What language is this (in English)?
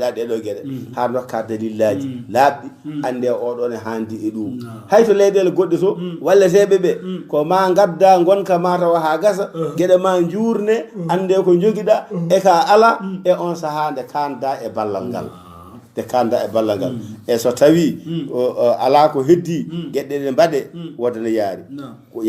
Fula